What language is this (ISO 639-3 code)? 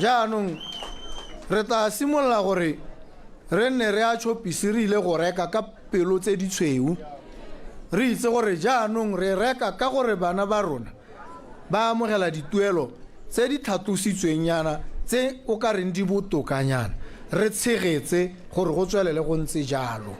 tsn